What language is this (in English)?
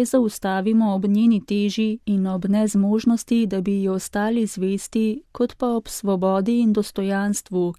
Slovenian